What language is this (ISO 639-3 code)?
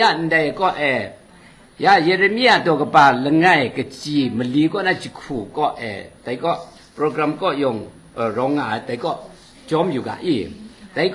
kac